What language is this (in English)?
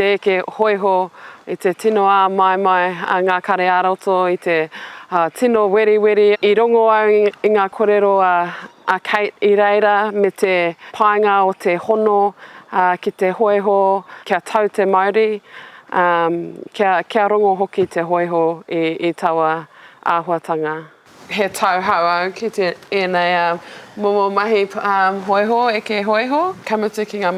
Māori